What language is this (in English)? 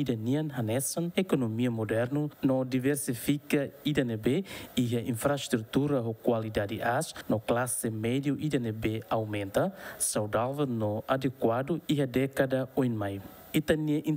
Tetum